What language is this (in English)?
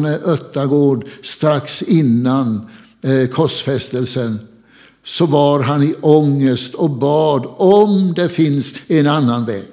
Swedish